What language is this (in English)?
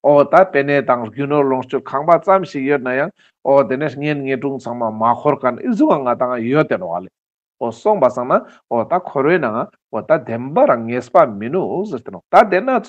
Ladakhi